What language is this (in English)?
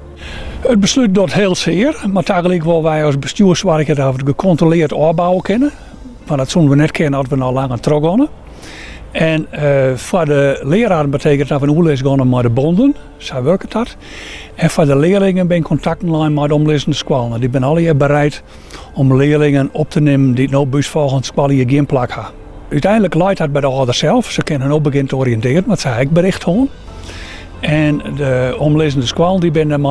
Western Frisian